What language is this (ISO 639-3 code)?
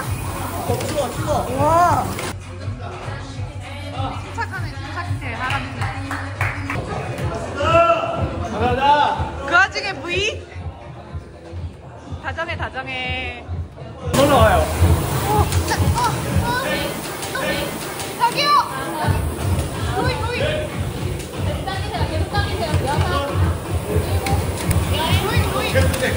kor